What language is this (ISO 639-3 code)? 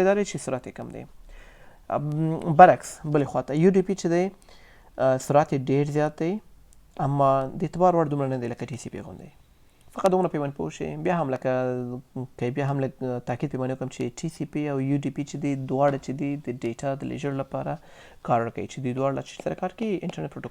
pus